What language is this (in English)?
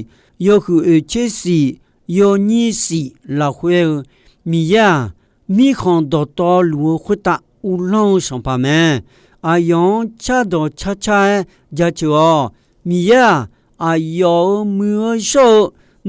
Akha